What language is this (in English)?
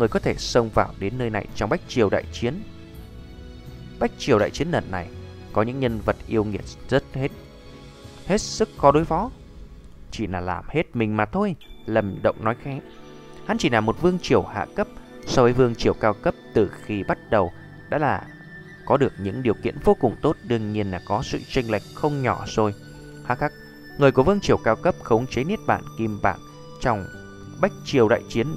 Vietnamese